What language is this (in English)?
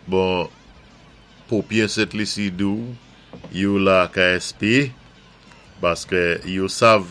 Saint Lucian Creole French